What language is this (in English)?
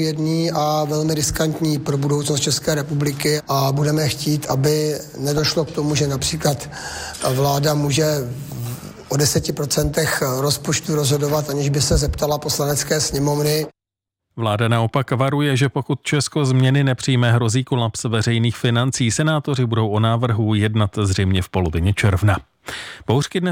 Czech